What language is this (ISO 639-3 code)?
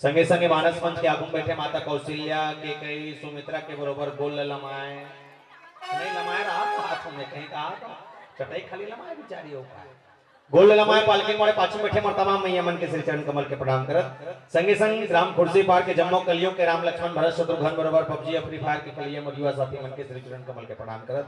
hne